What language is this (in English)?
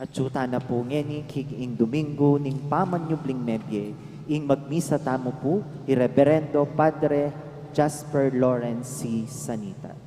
Pampanga